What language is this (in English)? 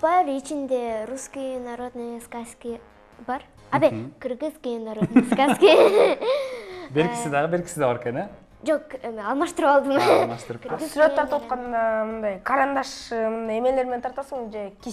Kyrgyz